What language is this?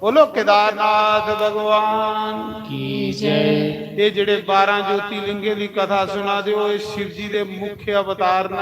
Dogri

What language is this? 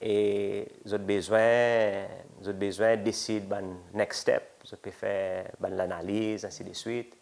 Seselwa Creole French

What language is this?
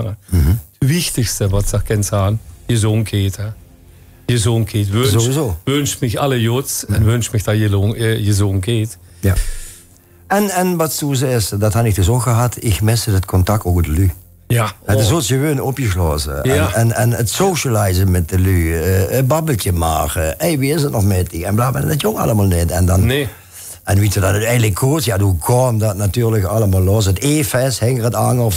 Limburgish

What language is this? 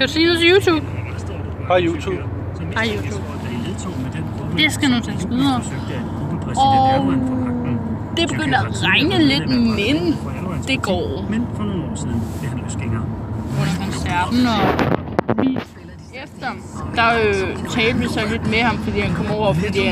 Danish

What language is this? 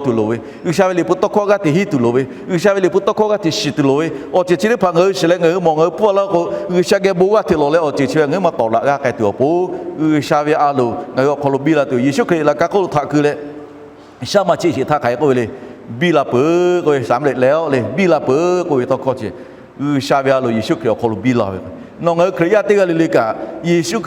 Lahu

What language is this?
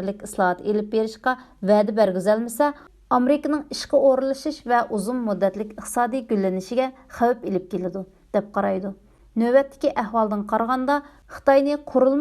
Uyghur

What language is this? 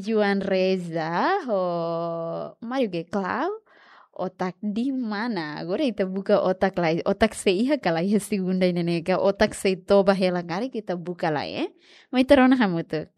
Tetum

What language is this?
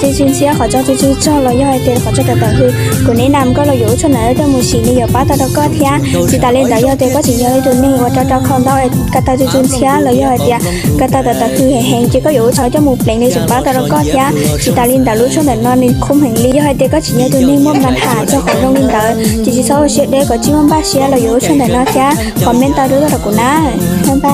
Hmong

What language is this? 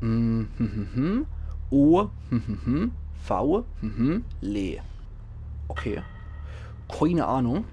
Palatine German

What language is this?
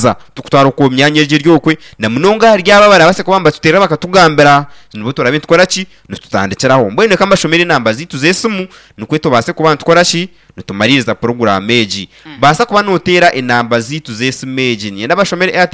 Nyankole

